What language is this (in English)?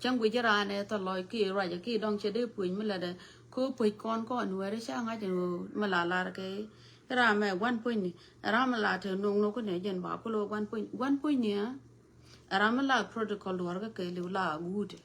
Nuer